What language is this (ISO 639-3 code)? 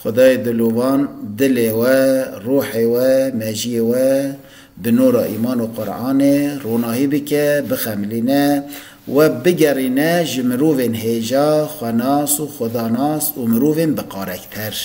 kur